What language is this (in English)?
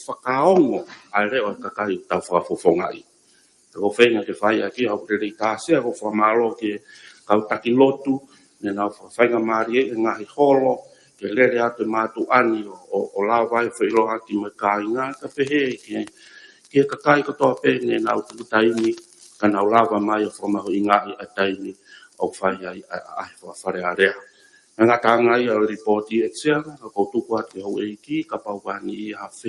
Tongan